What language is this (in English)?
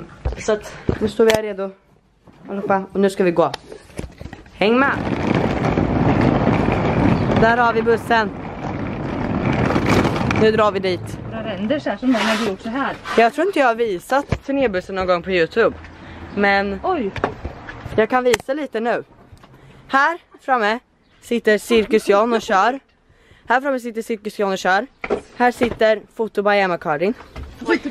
Swedish